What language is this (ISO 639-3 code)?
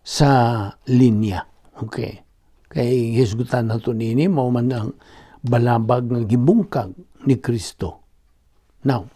ceb